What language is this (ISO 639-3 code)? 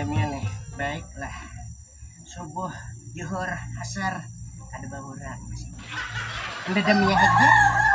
bjn